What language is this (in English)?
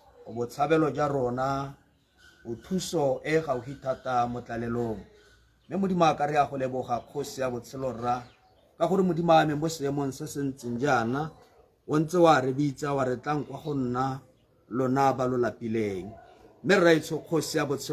Tswana